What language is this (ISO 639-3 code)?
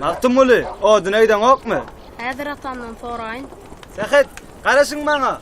tuk